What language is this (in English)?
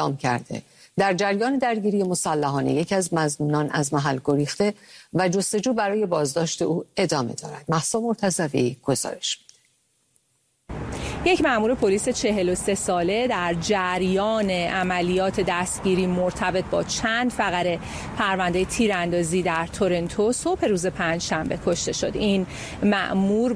Persian